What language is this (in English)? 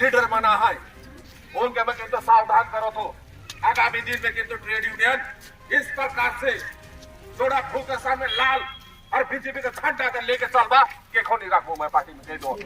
Sadri